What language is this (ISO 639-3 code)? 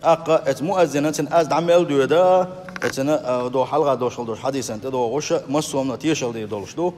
che